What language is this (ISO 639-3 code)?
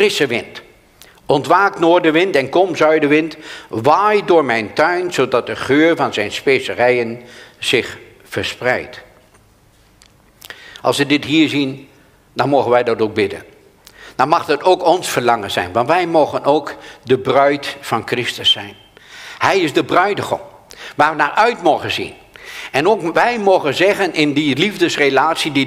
nld